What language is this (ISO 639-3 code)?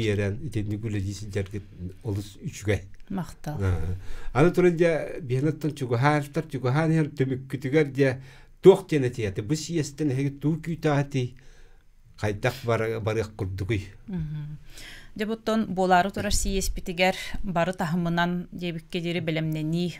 sah